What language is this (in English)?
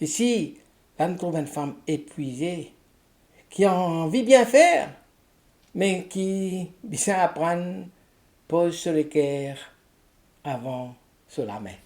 Morisyen